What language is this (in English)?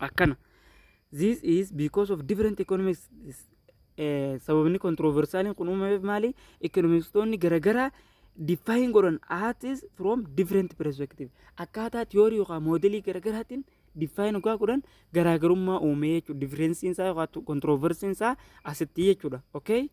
Oromo